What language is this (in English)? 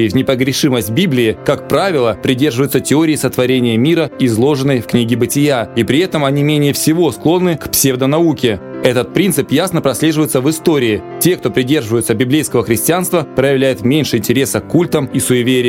Russian